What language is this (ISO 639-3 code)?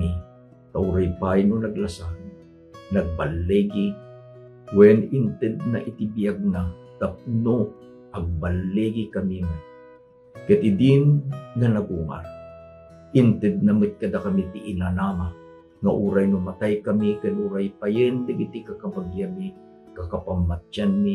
ilo